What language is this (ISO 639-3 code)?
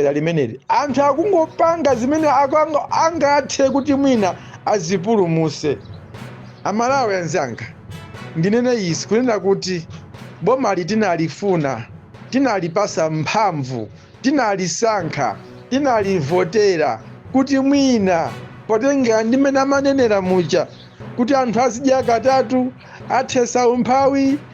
nya